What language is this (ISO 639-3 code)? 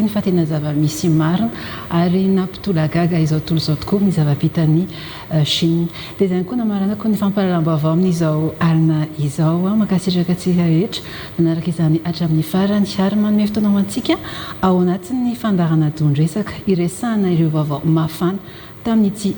mlg